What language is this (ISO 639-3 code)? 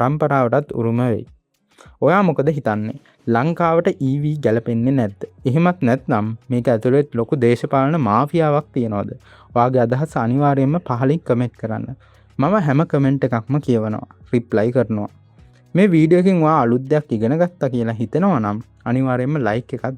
sin